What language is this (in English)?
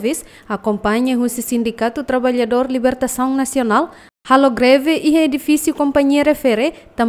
Tetum